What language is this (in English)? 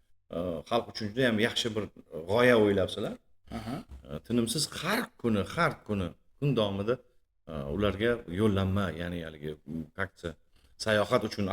Uzbek